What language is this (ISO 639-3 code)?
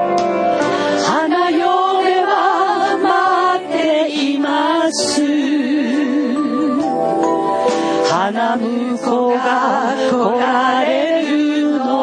jpn